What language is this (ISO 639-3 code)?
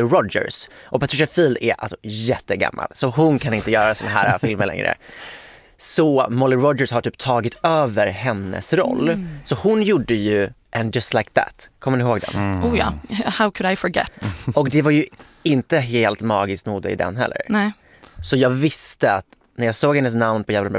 swe